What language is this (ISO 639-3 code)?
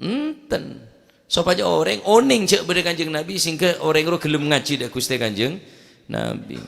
mad